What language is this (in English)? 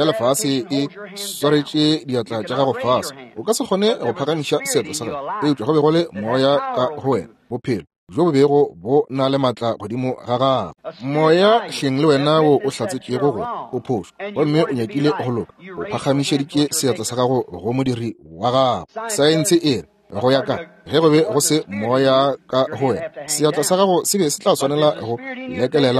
Northern Sotho